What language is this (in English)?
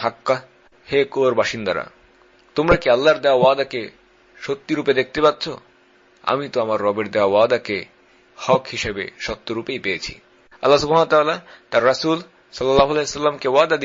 Bangla